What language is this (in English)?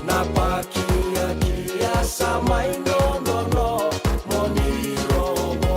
Fijian